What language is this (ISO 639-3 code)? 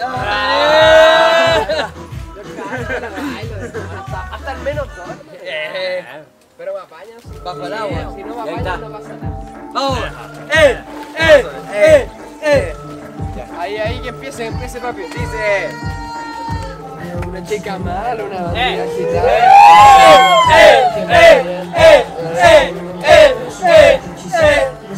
spa